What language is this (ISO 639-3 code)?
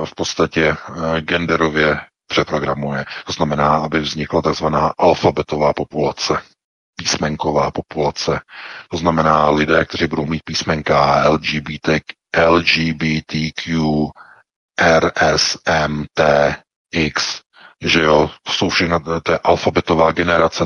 ces